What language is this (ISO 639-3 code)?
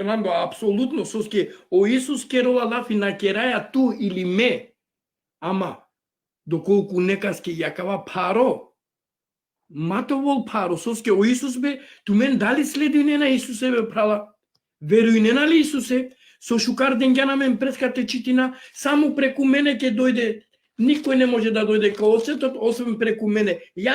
rmn